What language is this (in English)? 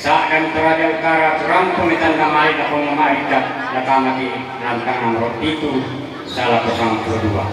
Toraja-Sa'dan